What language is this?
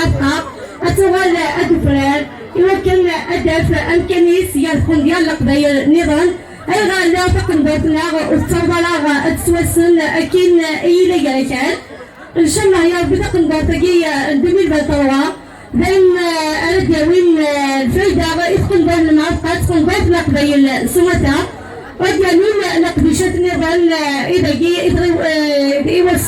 Kabyle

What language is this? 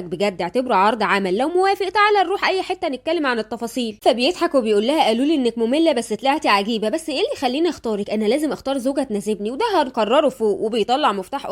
Egyptian Arabic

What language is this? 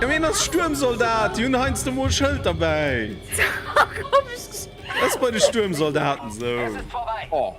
Luxembourgish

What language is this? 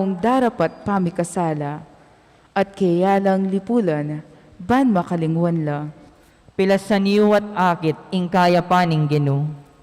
Pampanga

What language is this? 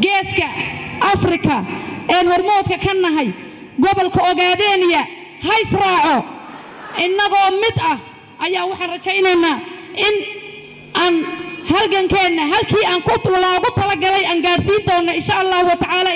Somali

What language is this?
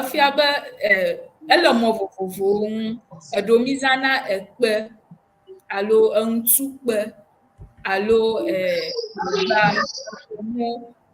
Ewe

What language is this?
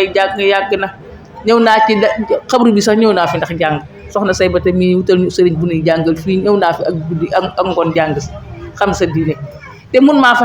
Wolof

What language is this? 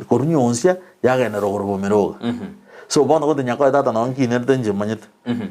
Gusii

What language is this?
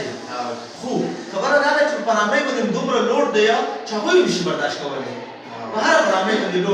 Pashto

